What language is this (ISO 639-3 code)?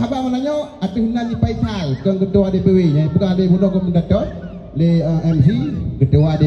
ace